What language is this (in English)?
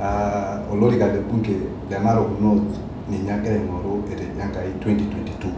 Masai